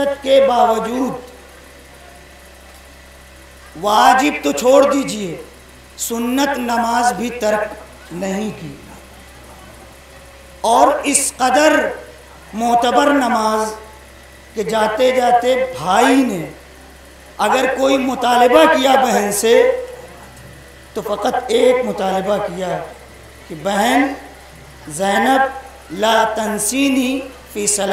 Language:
Urdu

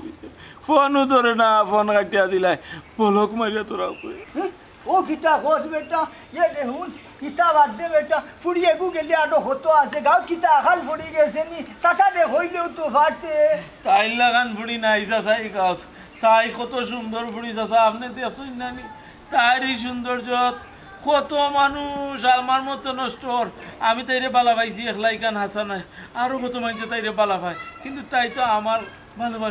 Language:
Sylheti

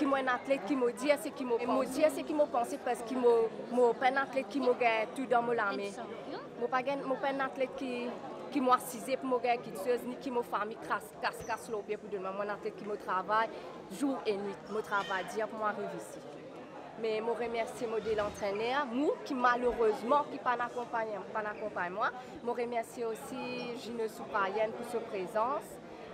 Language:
Morisyen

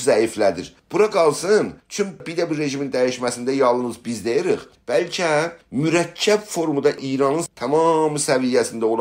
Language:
South Azerbaijani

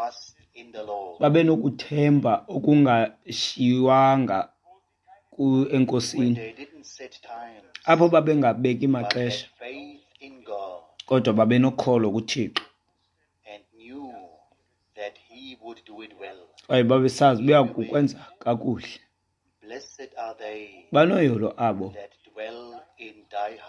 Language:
Xhosa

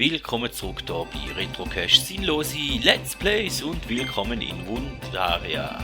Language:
Swiss German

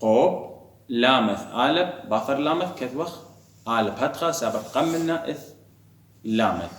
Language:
Assyrian Neo-Aramaic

